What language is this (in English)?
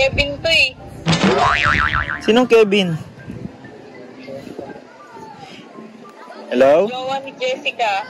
Filipino